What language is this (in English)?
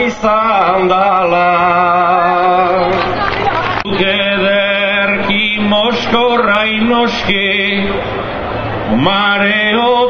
Basque